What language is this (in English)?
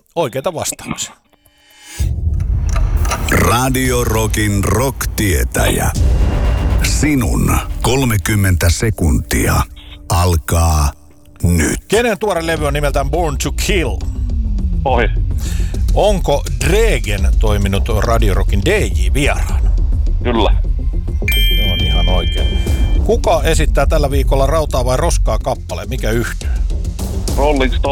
Finnish